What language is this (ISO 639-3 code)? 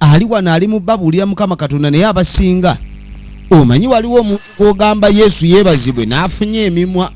lug